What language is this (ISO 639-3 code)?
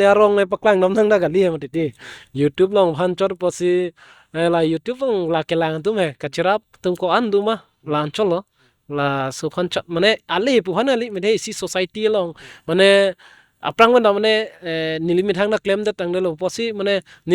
mjw